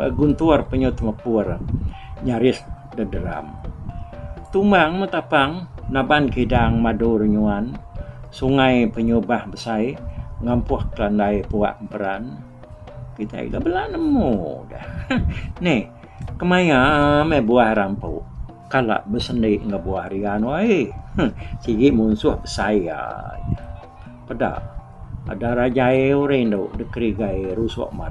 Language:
Iban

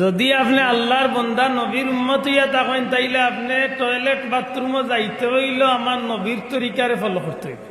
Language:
Sylheti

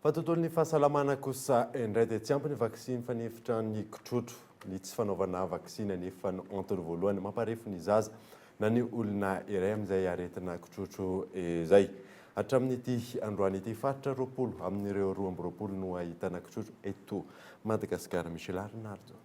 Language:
Malagasy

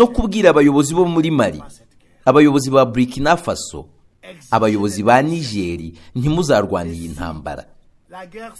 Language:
Kinyarwanda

